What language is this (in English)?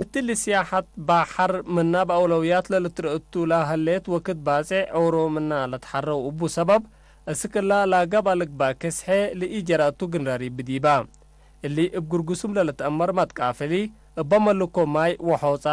Tigre